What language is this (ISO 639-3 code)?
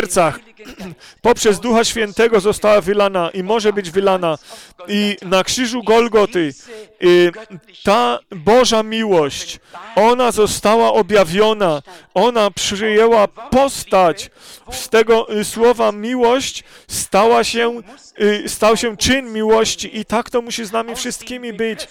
pol